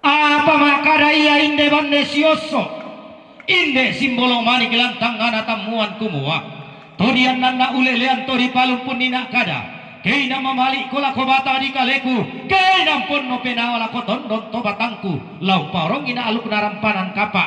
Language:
Toraja-Sa'dan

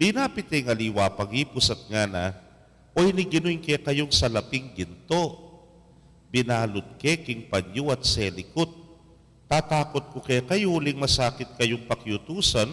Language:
Pampanga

